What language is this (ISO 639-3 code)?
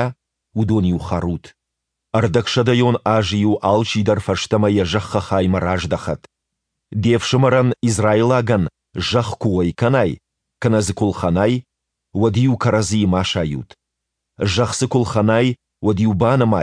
oss